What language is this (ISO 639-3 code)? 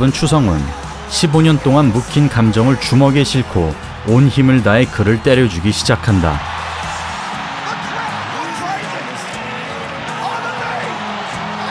kor